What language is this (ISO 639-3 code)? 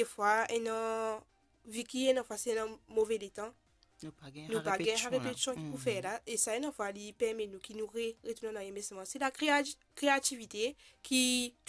mfe